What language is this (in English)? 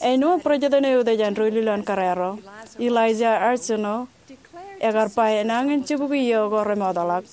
Marshallese